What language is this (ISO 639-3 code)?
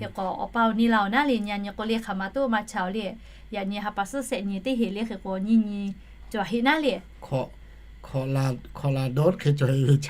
lhu